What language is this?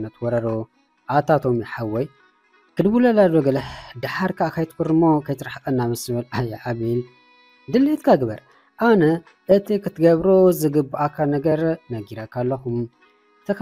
Tigrinya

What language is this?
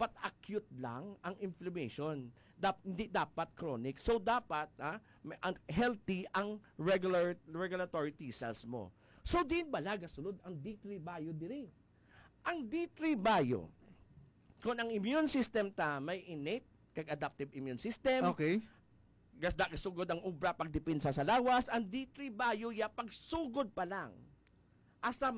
Hiligaynon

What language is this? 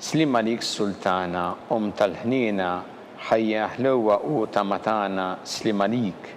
Maltese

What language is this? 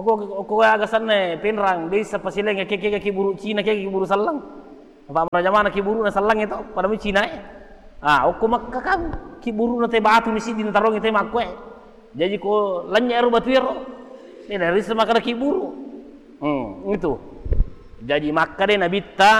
Buginese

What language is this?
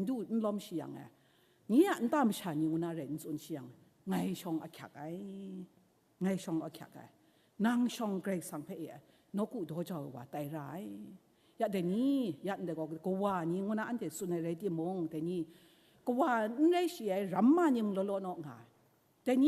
Kachin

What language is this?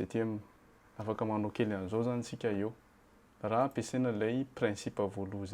Malagasy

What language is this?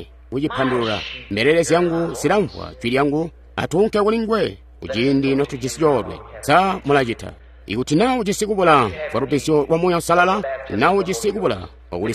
Tonga (Zambia)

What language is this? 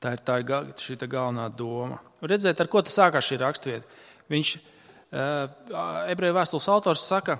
Latvian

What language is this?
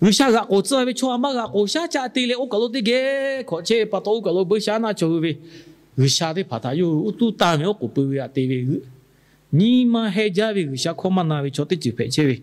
Lahu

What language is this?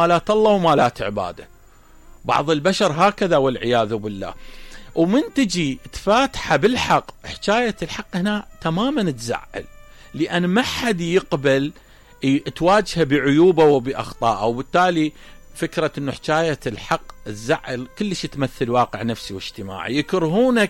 Mesopotamian Arabic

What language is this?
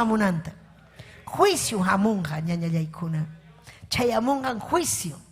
Ayacucho Quechua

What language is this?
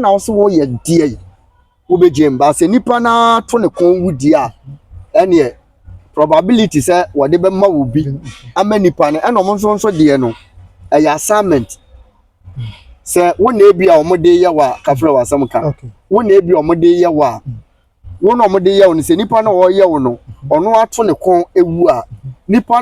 Akan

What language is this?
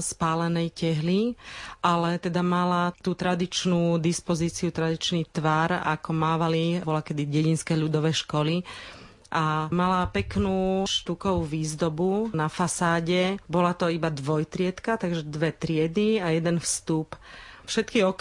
Slovak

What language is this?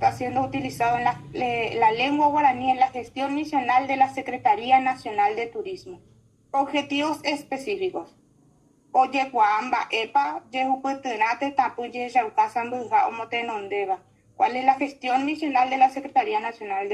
Guarani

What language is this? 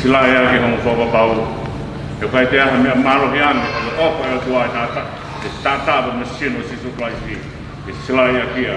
Tongan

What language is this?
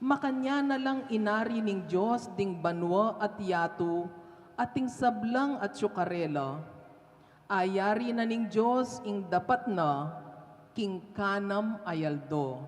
Pampanga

